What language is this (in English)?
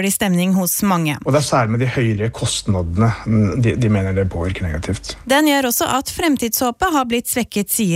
Norwegian